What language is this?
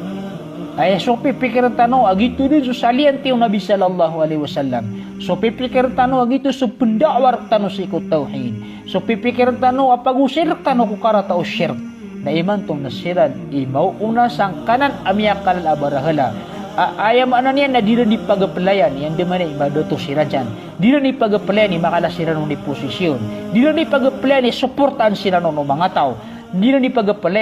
Maranao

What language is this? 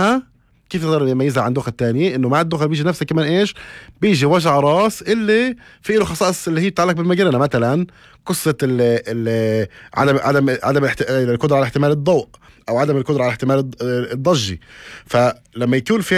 North Levantine Arabic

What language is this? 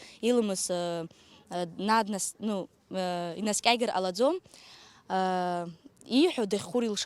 Abkhazian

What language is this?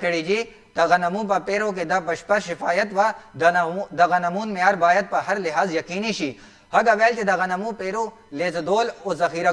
Pashto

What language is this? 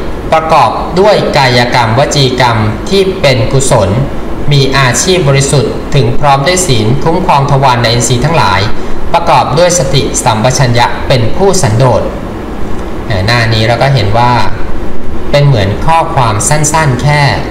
Thai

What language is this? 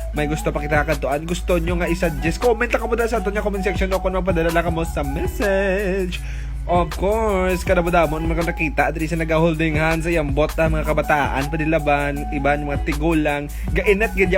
Hiligaynon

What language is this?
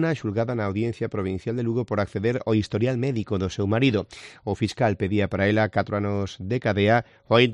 Galician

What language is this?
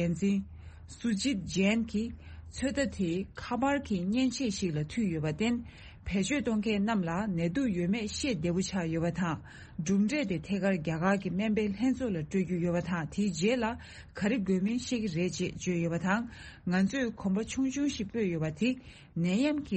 Tibetan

